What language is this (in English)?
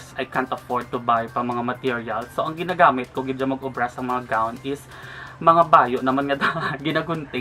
Hiligaynon